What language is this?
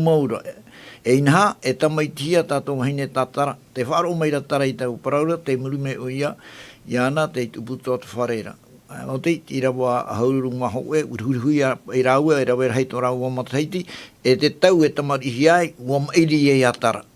Tahitian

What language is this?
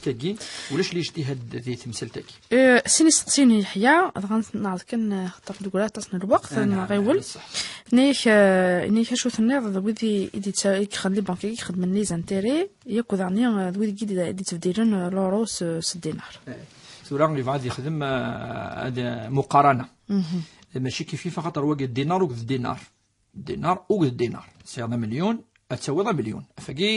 Kabyle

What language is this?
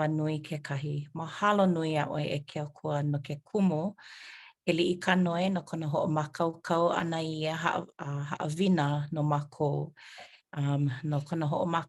Hawaiian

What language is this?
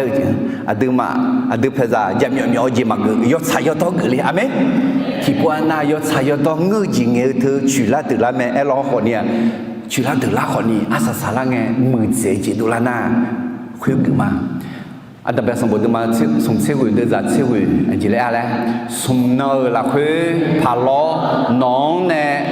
Akha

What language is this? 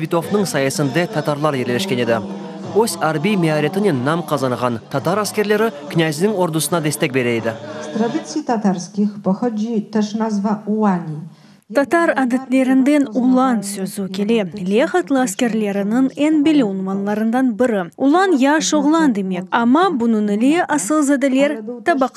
Crimean Tatar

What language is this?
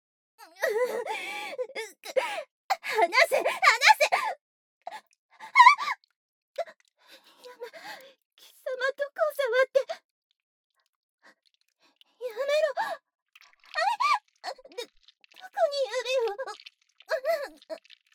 Japanese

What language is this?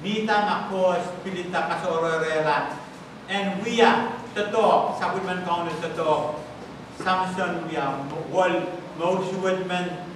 Pohnpeian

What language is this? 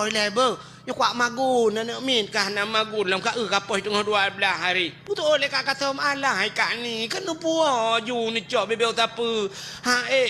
Achinese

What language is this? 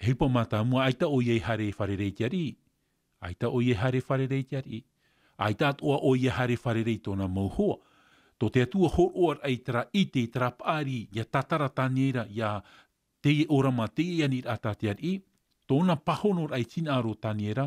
Tahitian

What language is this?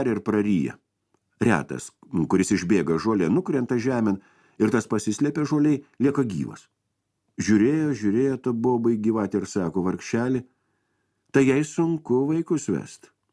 Lithuanian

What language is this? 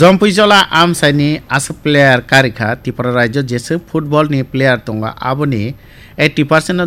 Kok Borok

